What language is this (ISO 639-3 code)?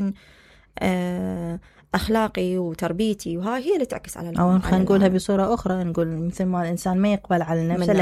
acm